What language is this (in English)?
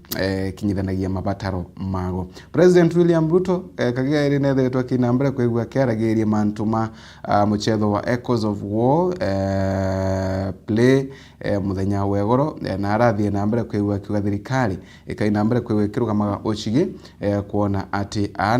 Meru